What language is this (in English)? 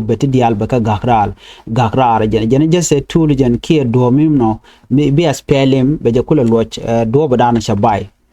Nuer